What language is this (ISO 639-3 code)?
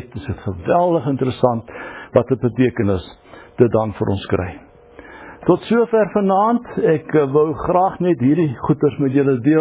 afr